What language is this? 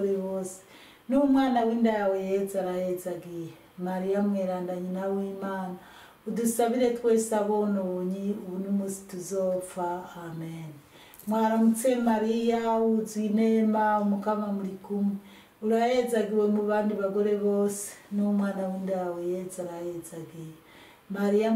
Rundi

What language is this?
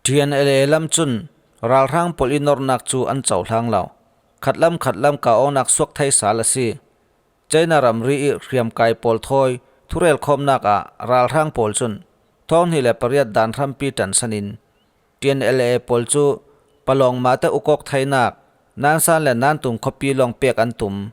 Falam Chin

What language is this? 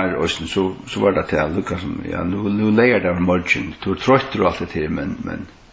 Faroese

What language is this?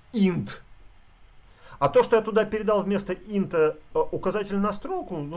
Russian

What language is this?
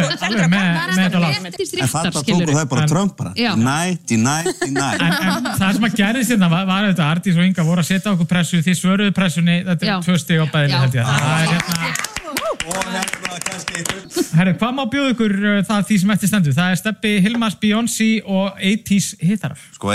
Icelandic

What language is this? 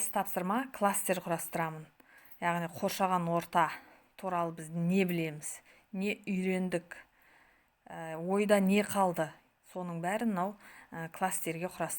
Kazakh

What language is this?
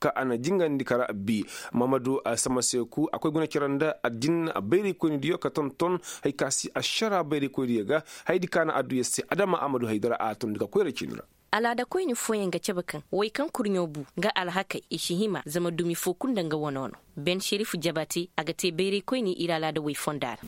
Koyraboro Senni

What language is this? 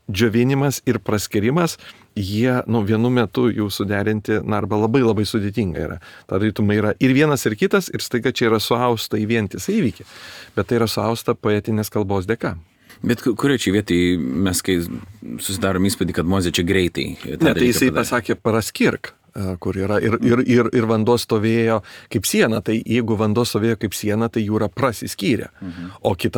Lithuanian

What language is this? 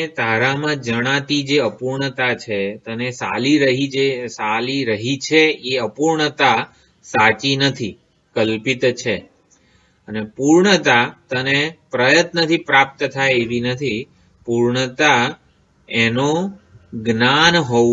Gujarati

